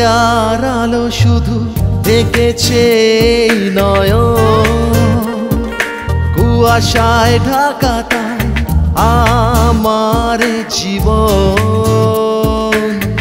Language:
Bangla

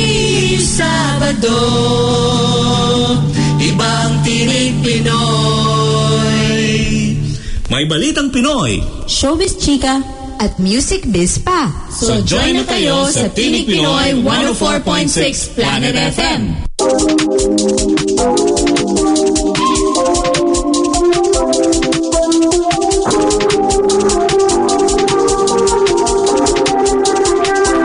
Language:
Filipino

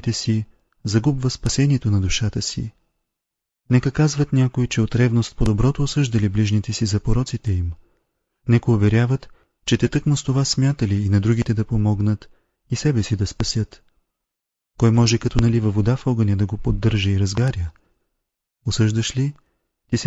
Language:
Bulgarian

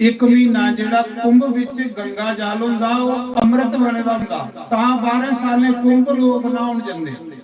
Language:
Dogri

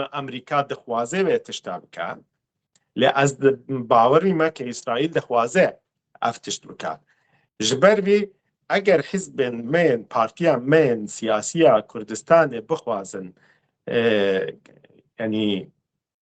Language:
Kurdish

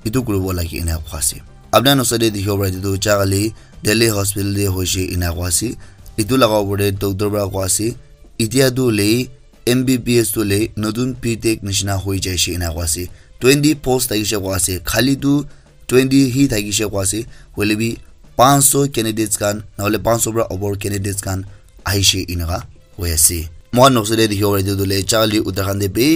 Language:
Naga Pidgin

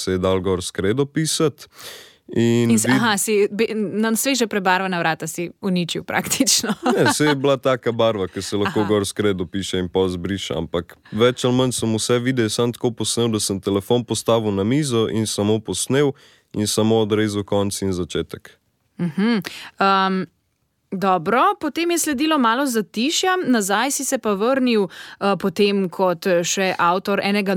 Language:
Slovenian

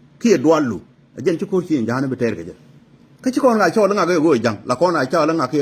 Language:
Nuer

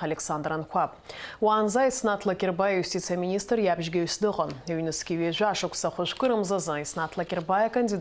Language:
Abkhazian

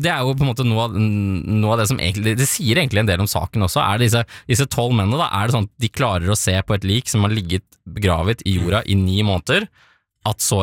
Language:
Norwegian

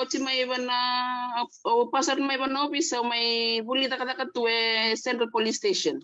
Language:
Fijian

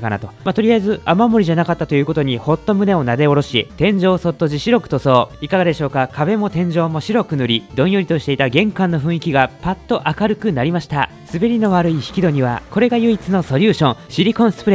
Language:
Japanese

